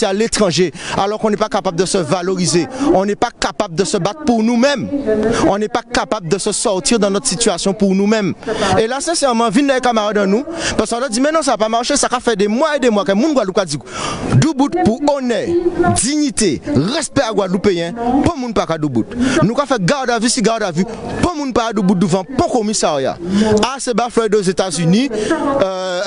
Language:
Guadeloupean Creole French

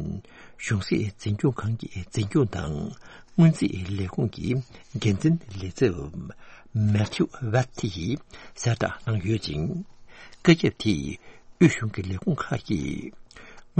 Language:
Tibetan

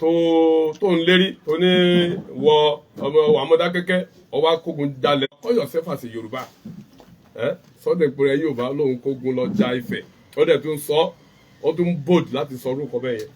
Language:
Yoruba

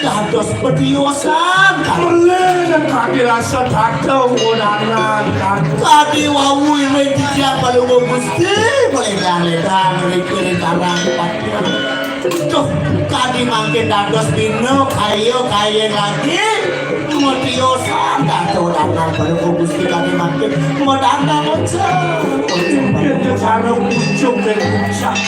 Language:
Balinese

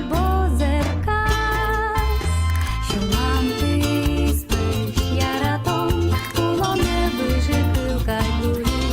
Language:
Udmurt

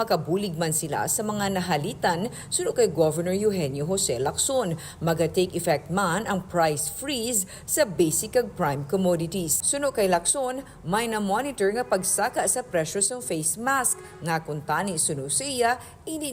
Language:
Hiligaynon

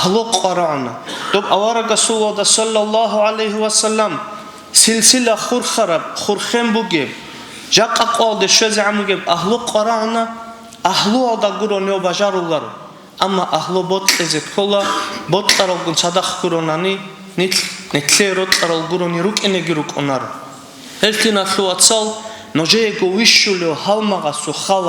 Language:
Avaric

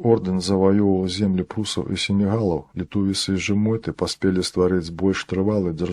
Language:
Belarusian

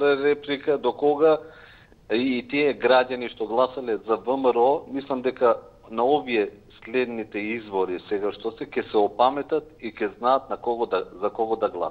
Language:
Macedonian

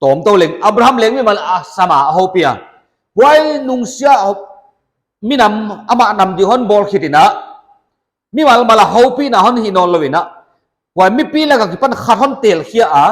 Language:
Paite Chin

